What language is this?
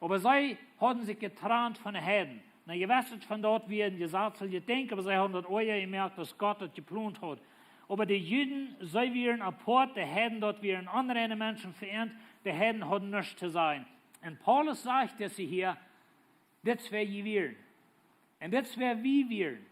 Plautdietsch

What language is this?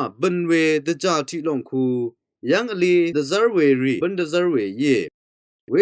Rawang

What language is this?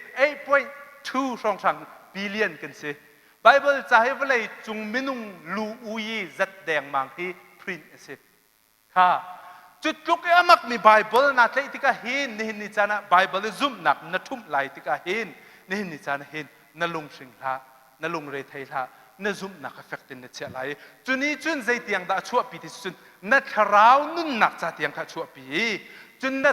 Hakha Chin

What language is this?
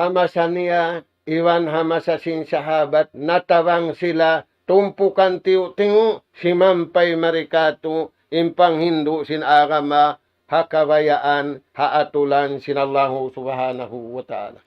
Tausug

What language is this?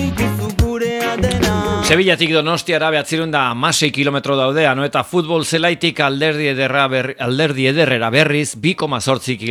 Basque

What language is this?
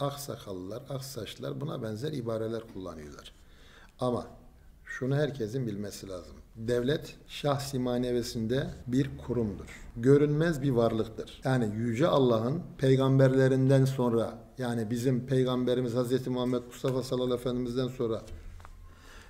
Turkish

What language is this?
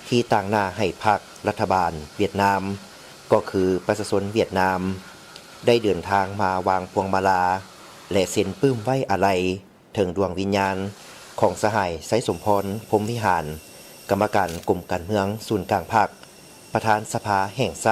Lao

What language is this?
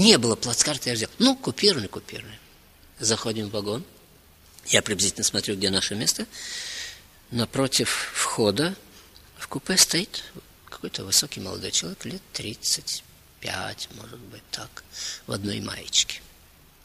Russian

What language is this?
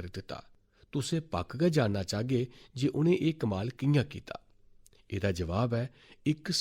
Dogri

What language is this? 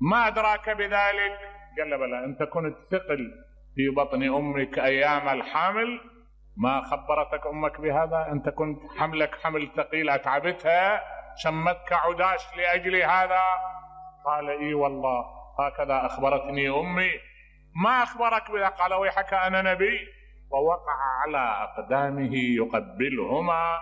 Mesopotamian Arabic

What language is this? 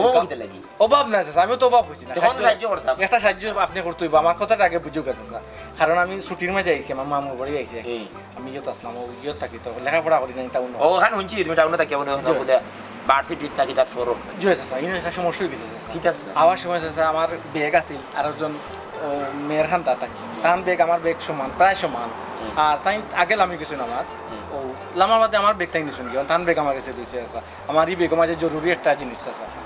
Sylheti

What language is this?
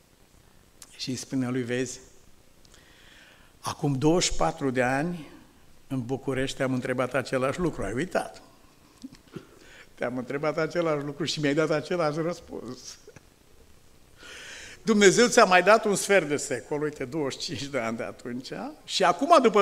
Romanian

